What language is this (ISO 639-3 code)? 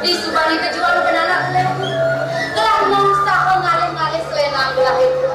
ban